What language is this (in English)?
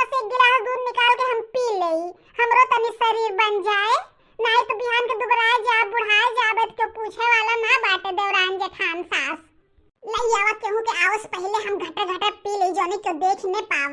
Bhojpuri